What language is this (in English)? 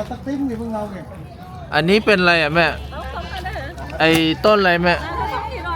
Lao